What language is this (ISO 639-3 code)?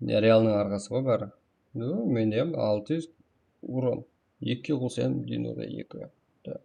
kaa